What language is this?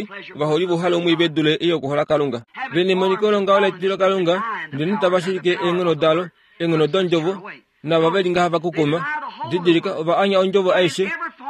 Kuanyama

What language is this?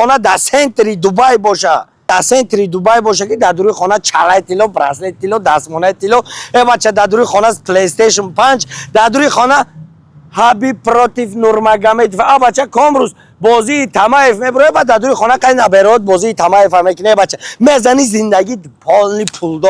Tajik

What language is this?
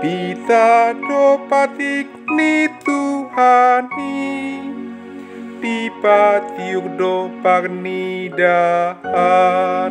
Batak Toba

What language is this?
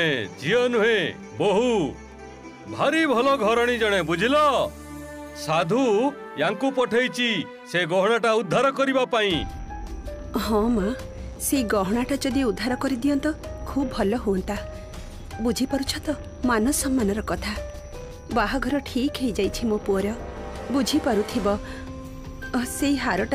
Odia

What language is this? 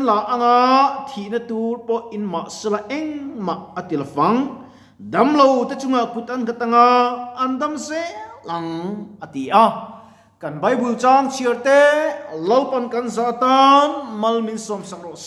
Mizo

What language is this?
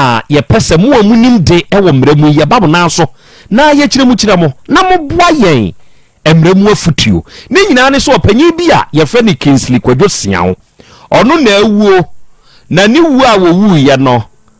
Akan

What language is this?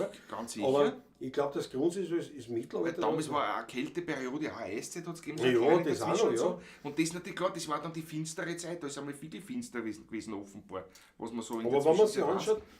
Bavarian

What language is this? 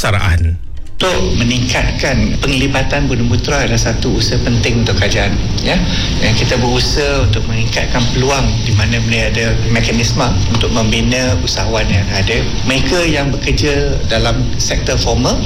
Malay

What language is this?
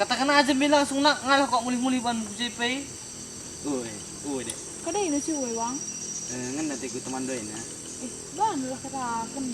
Batak Karo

